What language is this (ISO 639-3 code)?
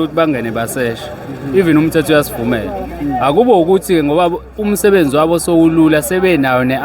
zul